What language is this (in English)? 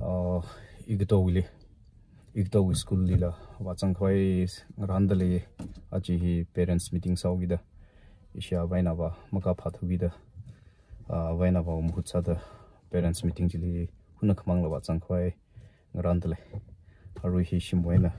Tangkhul Naga (India)